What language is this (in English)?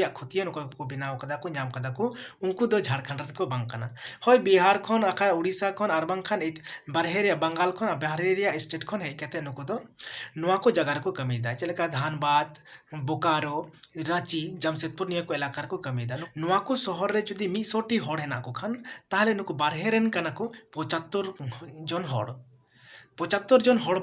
Santali